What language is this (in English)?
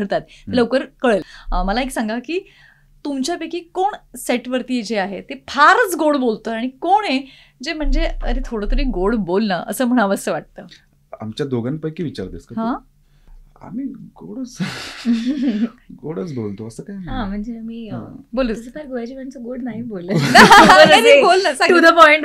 Marathi